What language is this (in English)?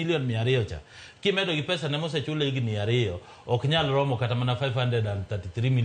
Luo (Kenya and Tanzania)